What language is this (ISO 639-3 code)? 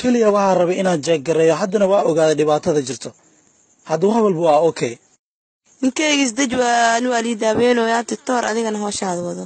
som